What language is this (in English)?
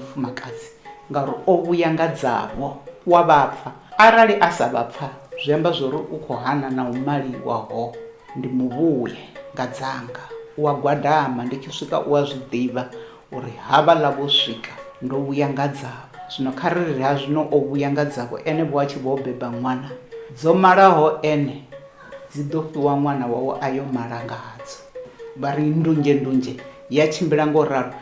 Venda